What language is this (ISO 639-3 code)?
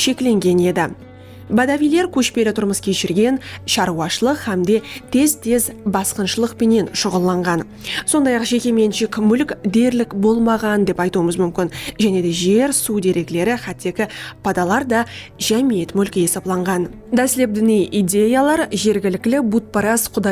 kaa